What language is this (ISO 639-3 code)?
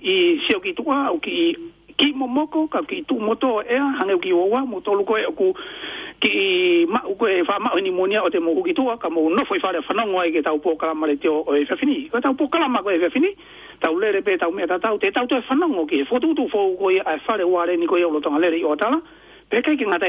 ton